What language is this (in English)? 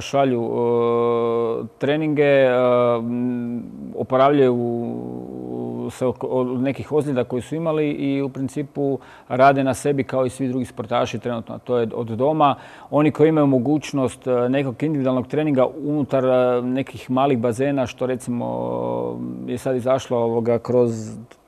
Croatian